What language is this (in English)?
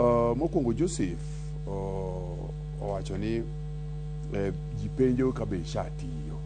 Luo (Kenya and Tanzania)